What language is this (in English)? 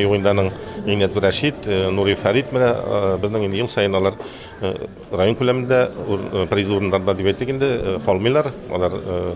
Tatar